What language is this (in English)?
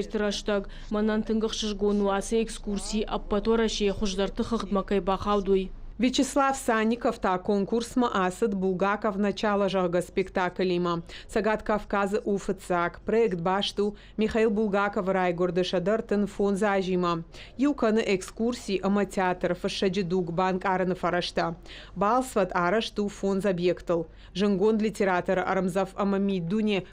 Ossetic